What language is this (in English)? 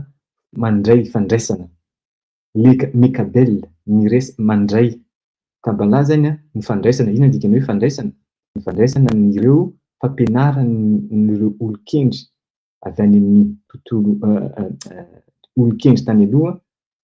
Malagasy